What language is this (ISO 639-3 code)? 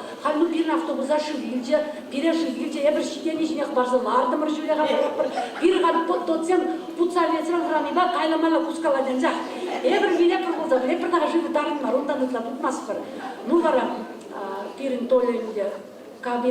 chv